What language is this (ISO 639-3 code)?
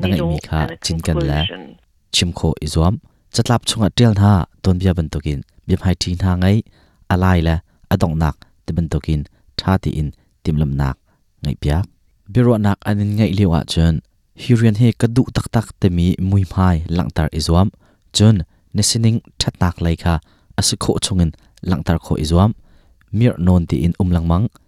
cnh